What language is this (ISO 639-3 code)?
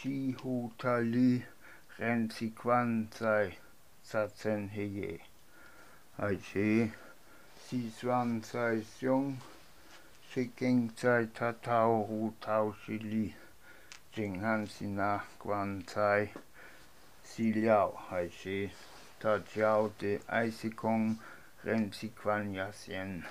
lat